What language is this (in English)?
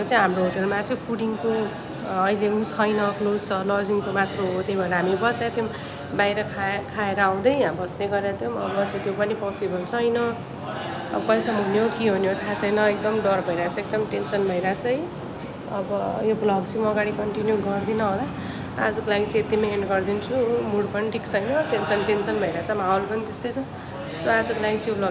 Nepali